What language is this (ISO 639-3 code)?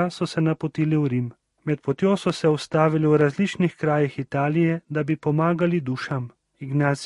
slv